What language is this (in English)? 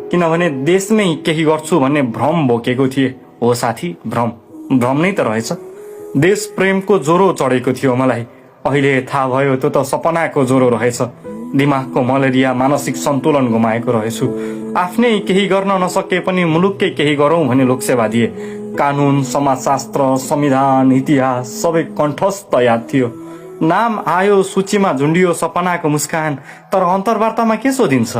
Nepali